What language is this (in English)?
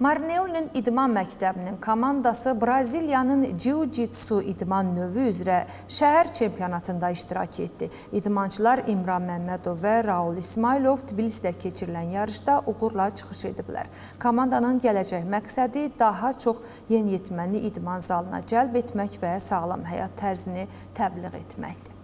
Azerbaijani